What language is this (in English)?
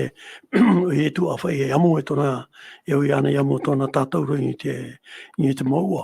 Tahitian